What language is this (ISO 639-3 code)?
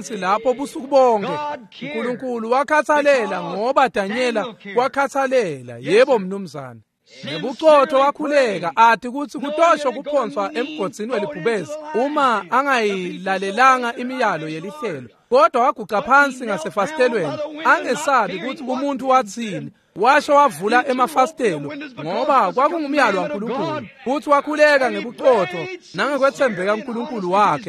ssw